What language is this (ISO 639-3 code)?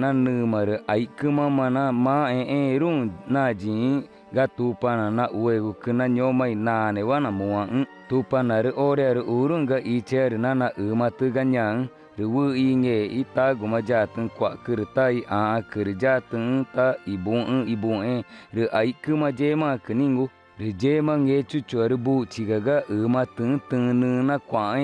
tca